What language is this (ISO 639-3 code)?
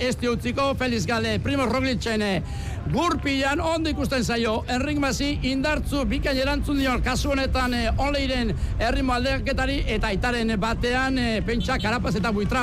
eus